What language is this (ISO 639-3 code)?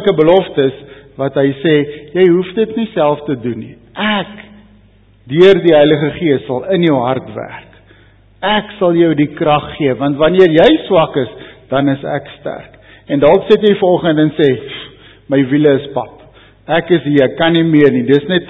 afr